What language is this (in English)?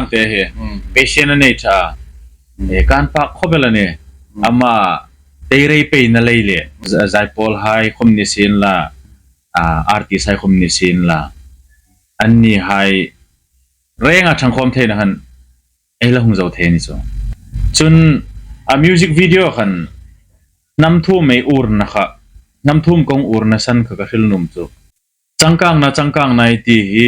Hmar